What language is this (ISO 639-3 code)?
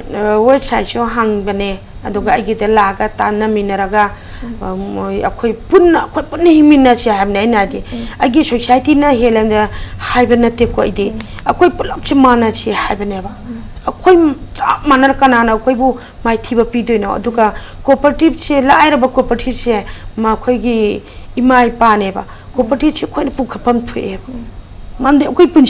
mni